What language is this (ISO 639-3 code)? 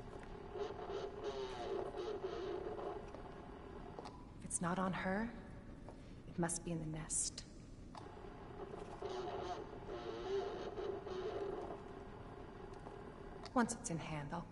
eng